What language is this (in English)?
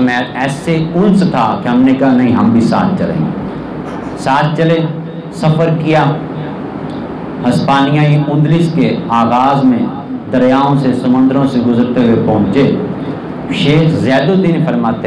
Urdu